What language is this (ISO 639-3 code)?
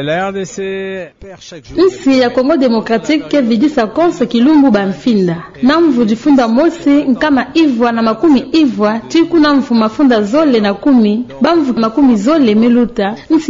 ktu